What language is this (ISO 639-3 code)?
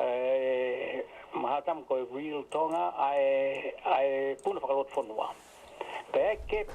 ton